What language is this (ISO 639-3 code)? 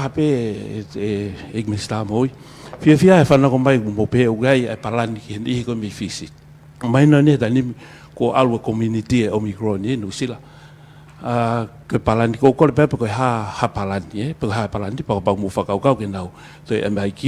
ton